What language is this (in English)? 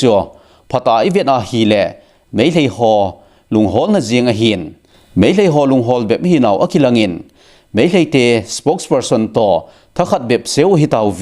Thado Chin